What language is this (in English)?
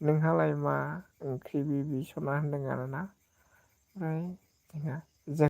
Bodo